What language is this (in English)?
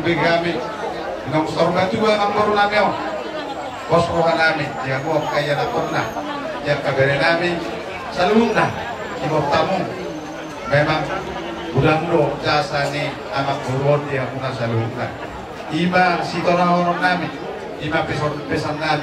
Batak Toba